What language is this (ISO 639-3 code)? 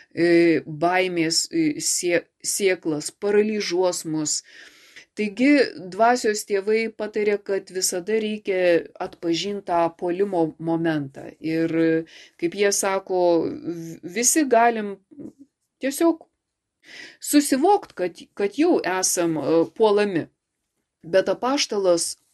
lit